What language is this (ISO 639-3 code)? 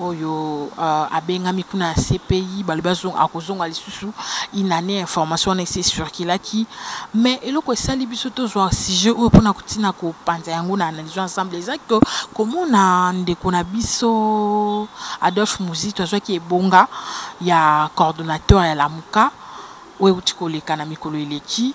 lin